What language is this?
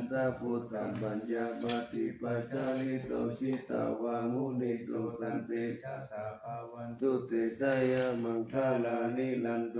Pali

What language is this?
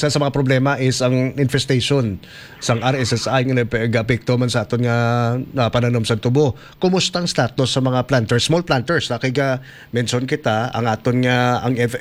Hiligaynon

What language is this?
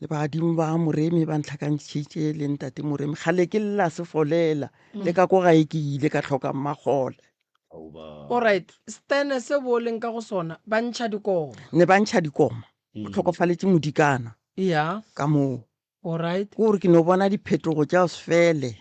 Northern Sotho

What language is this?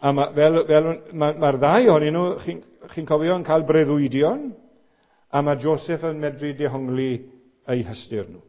Welsh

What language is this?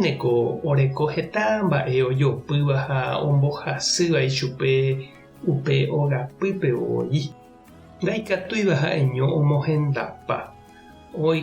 Guarani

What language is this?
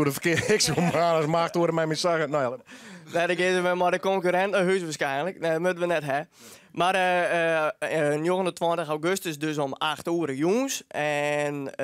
Western Frisian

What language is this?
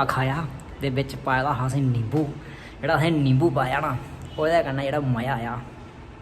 Dogri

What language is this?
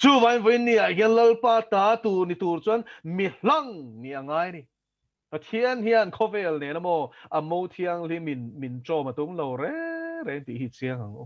Mizo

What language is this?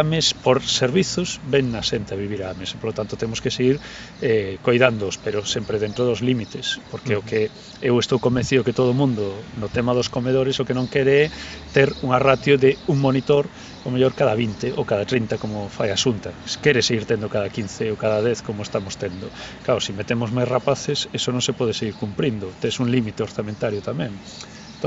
Galician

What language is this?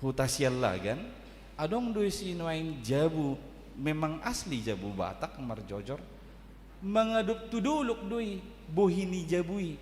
Batak Toba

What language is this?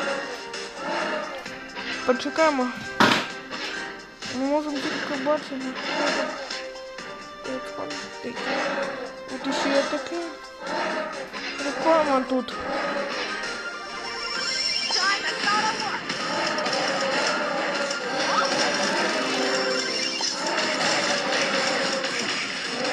Ukrainian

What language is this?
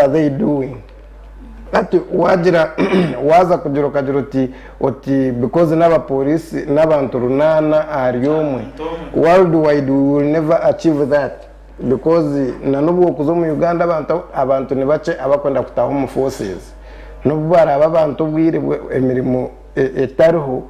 Nyankole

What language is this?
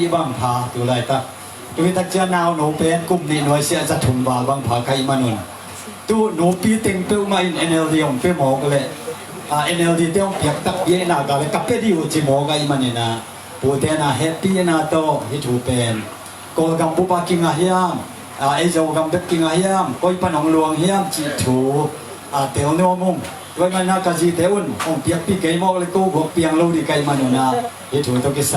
Tedim Chin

